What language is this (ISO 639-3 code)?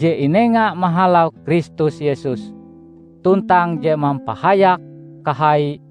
nij